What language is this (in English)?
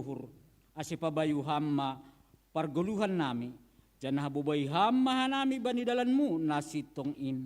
Batak Simalungun